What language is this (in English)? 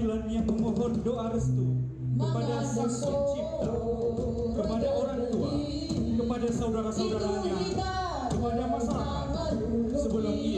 Nias